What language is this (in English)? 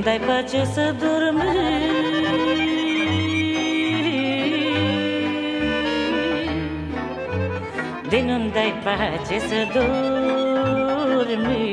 Romanian